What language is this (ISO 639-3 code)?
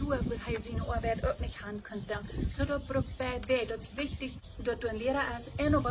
pdt